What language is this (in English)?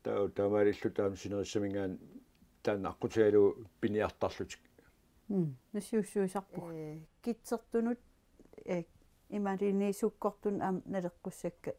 Kalaallisut